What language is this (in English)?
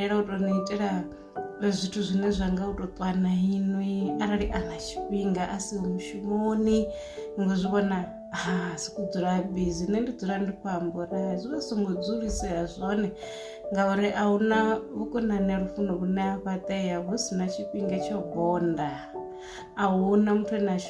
Venda